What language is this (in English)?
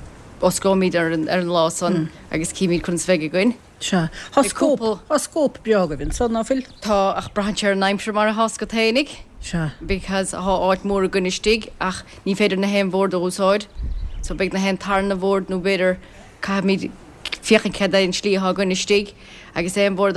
Irish